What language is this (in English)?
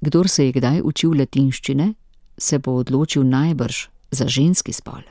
Slovenian